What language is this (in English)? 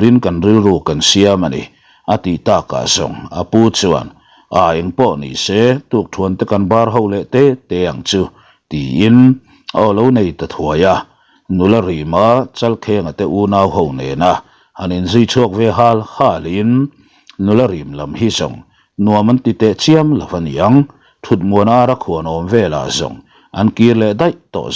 Mizo